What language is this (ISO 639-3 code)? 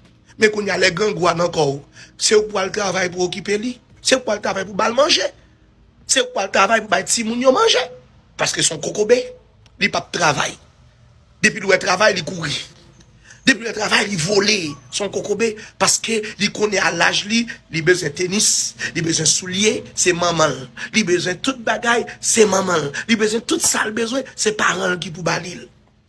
hat